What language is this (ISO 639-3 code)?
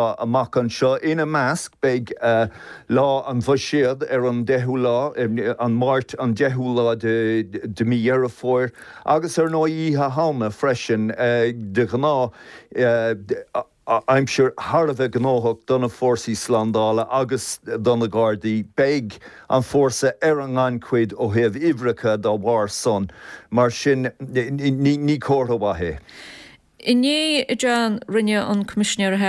gle